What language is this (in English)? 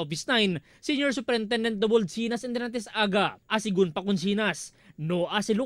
Chavacano